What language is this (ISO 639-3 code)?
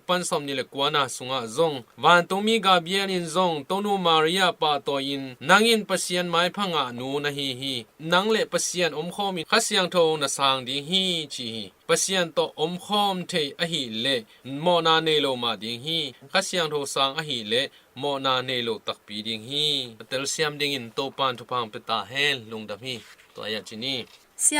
ctd